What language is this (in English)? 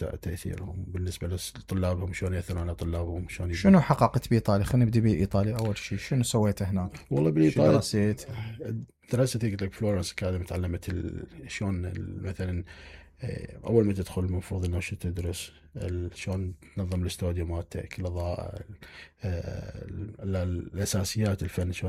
Mesopotamian Arabic